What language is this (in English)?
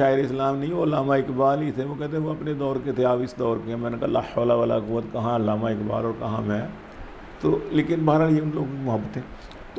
Urdu